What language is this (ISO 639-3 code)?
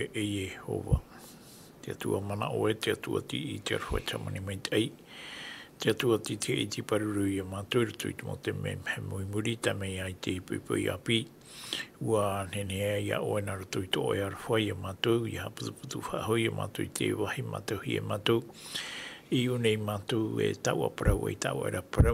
tah